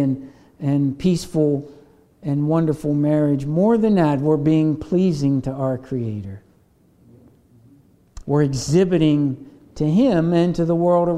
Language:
English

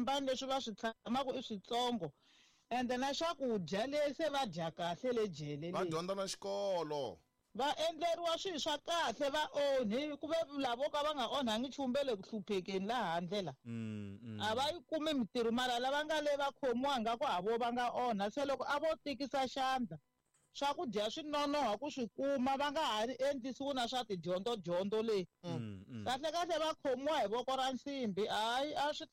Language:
Tsonga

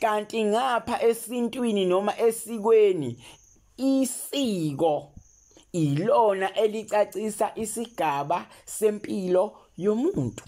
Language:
Zulu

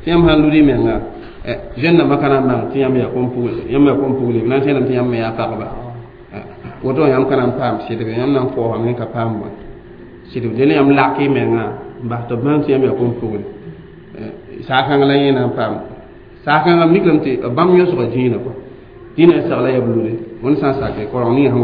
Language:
Mossi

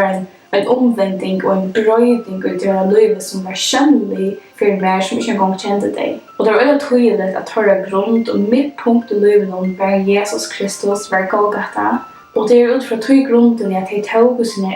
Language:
Faroese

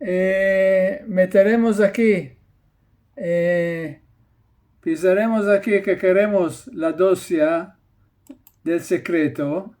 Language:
Ladino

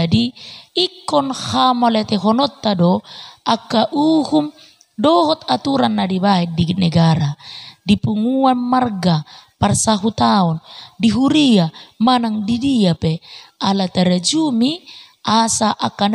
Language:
Batak Toba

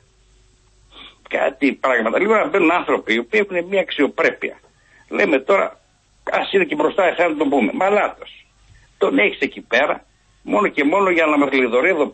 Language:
Greek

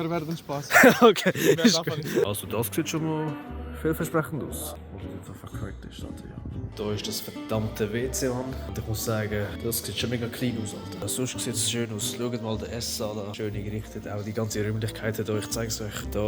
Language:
Swiss German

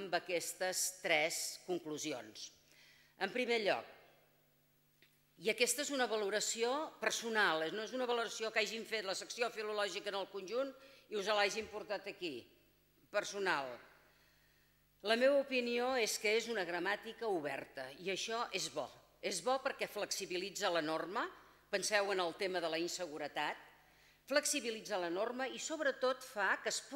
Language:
Catalan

